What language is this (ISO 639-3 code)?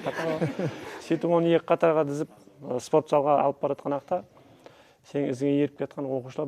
kaa